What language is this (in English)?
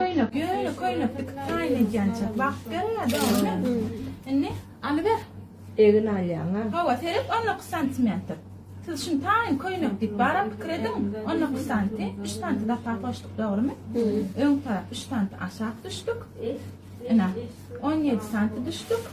Turkmen